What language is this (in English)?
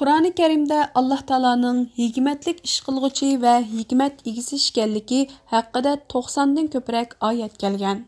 Uyghur